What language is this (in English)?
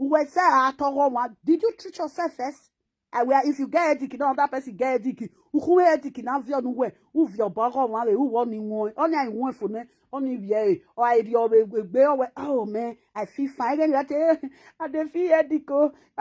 Nigerian Pidgin